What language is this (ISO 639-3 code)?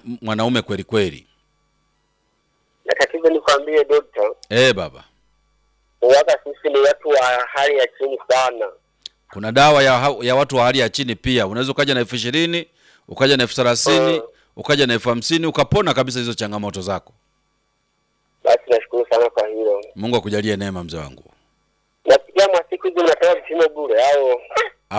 swa